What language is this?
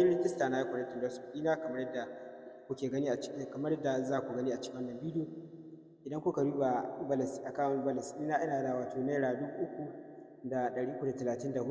Hausa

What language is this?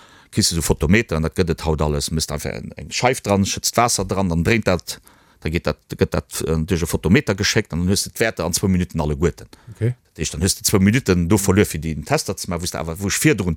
Luxembourgish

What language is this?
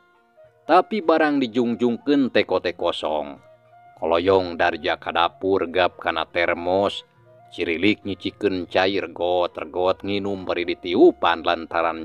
Sundanese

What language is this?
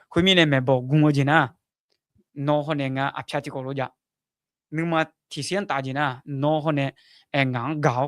Akha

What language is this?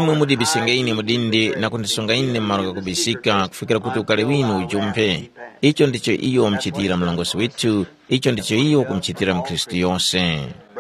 Tumbuka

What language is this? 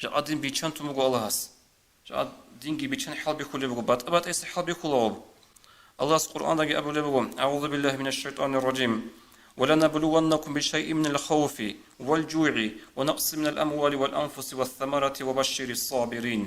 Avaric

